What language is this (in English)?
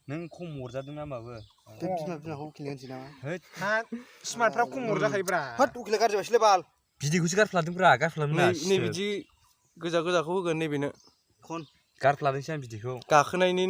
Bodo